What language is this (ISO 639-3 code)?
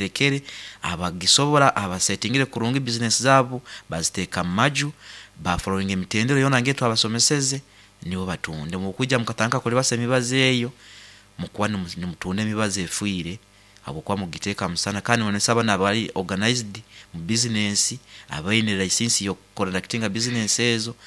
nyo